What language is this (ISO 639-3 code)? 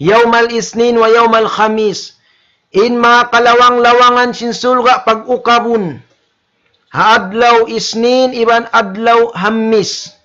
tsg